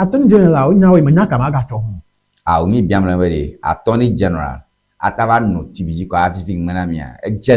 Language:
Ewe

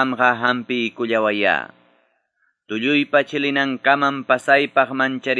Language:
Quechua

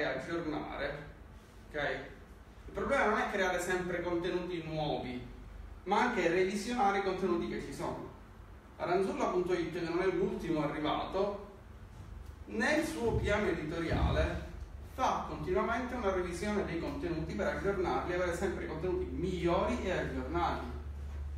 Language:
Italian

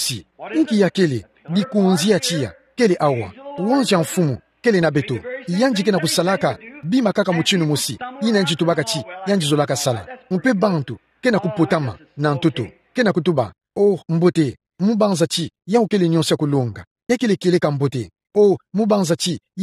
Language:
Kituba (Democratic Republic of Congo)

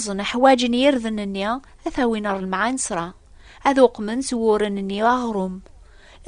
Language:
Kabyle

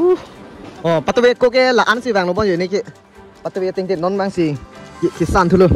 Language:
Karbi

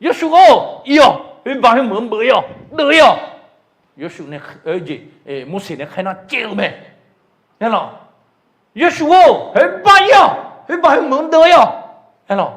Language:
Akha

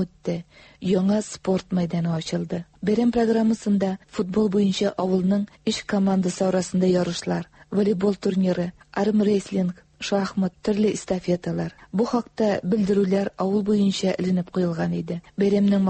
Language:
Tatar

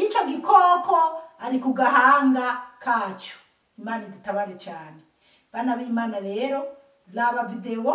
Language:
Rundi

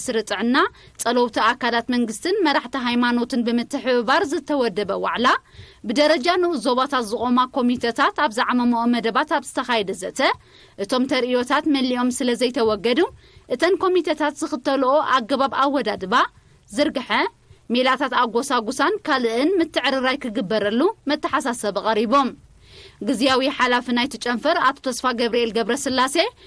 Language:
Tigrinya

